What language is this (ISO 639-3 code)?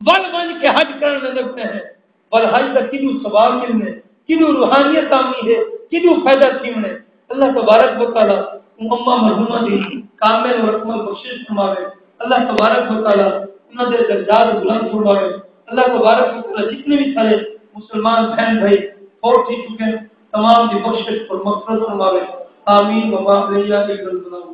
skr